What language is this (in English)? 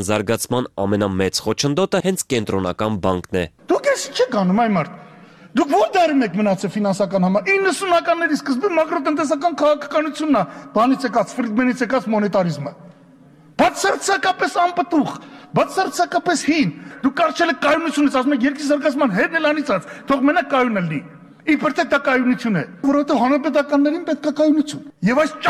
Armenian